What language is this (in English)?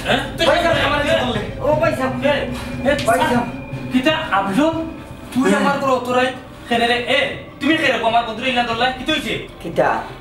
Sylheti